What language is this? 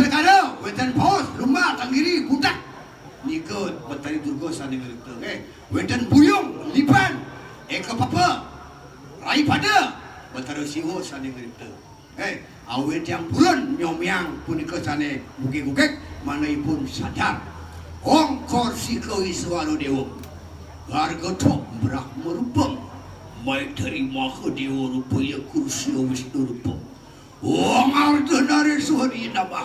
Balinese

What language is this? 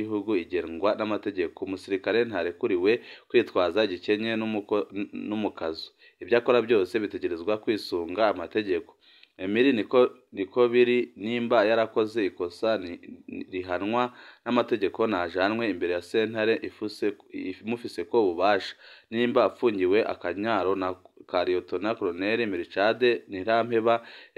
Rundi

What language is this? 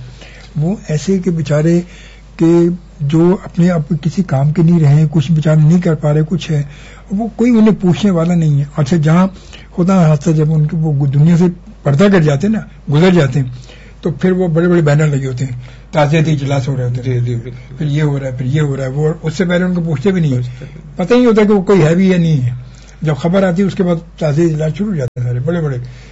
Urdu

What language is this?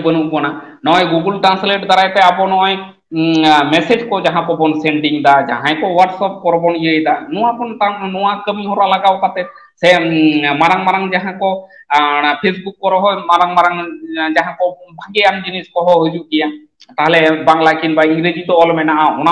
Santali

